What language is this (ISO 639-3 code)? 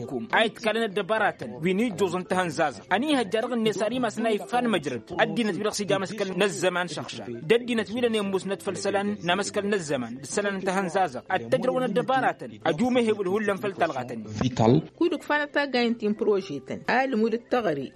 taq